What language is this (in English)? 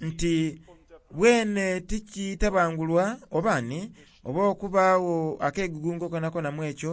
Soga